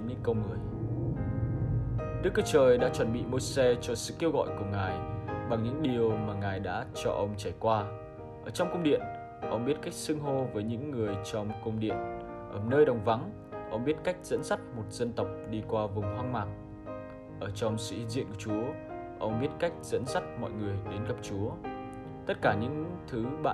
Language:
Vietnamese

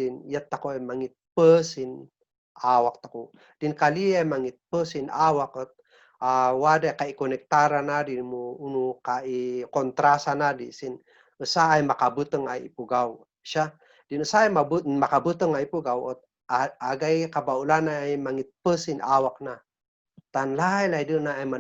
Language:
Kankanaey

